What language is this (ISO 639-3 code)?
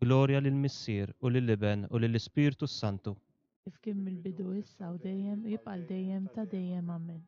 mlt